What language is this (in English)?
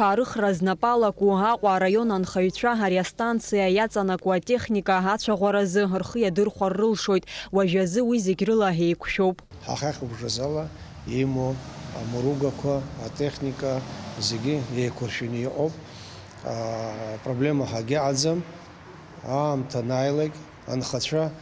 Abkhazian